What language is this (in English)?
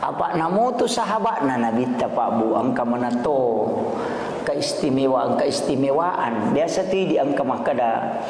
Buginese